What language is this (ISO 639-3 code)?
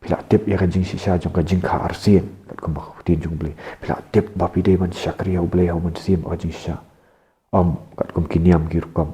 kha